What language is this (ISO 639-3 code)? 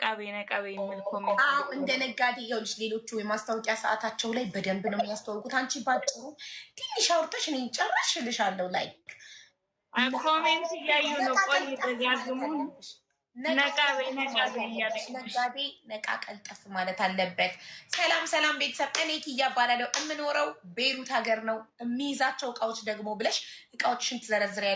amh